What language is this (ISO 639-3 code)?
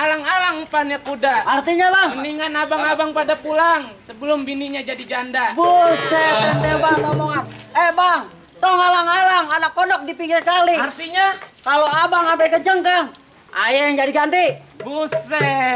bew